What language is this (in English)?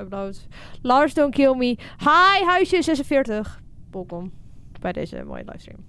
Western Frisian